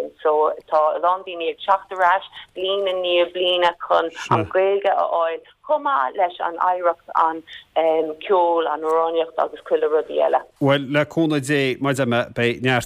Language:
Irish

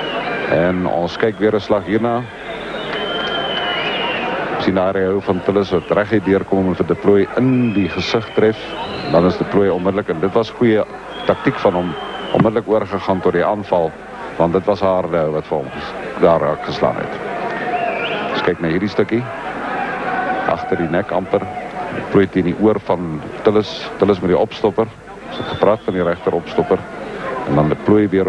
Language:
Afrikaans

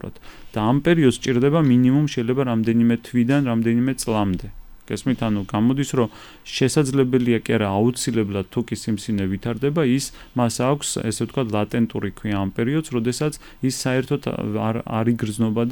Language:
Georgian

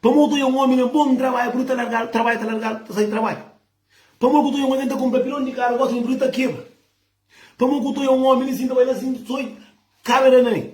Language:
Kabuverdianu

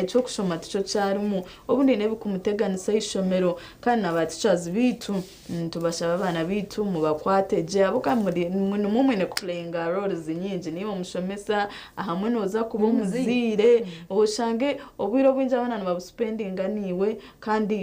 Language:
Nyankole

